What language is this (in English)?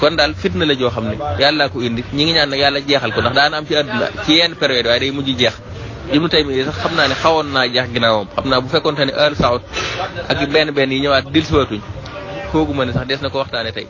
Wolof